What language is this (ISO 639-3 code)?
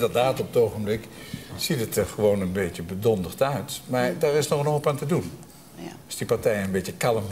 nld